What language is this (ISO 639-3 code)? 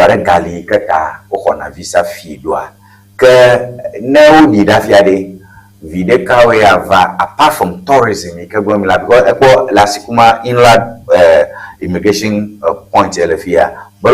ewe